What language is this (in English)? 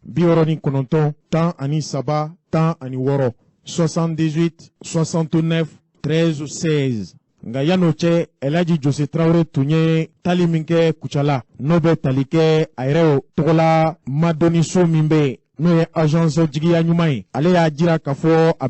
Bambara